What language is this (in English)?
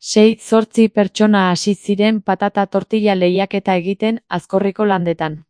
Basque